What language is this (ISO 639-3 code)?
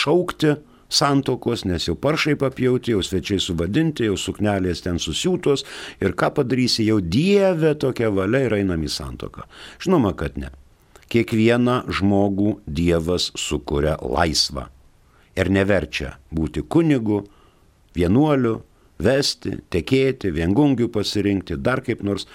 lit